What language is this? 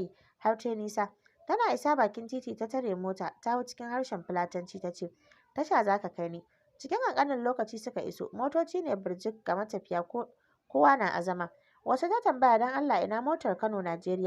Hausa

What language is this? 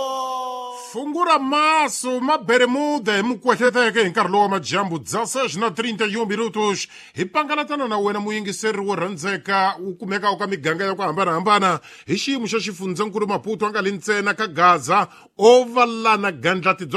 Tsonga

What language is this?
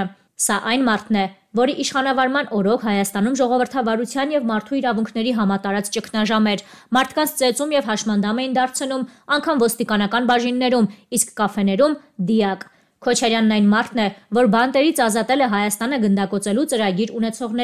Armenian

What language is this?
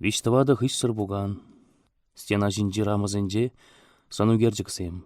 Chuvash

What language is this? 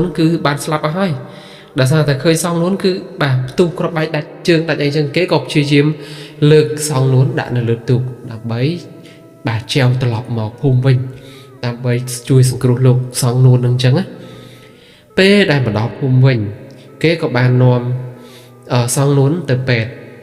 Khmer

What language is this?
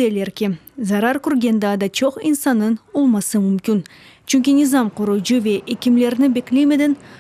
Crimean Tatar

